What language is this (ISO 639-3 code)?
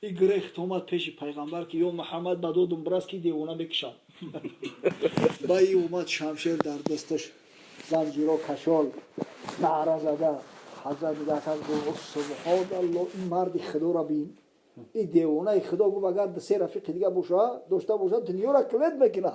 tgk